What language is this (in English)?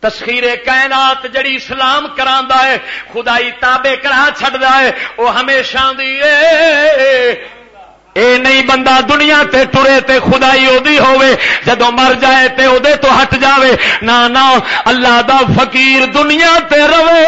Western Panjabi